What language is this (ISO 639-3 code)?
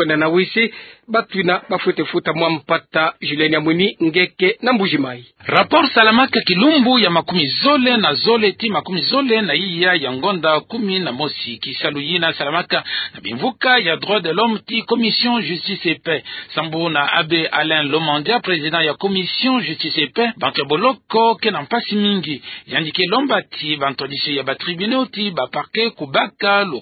ktu